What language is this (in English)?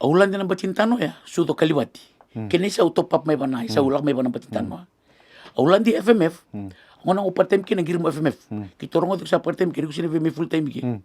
Fijian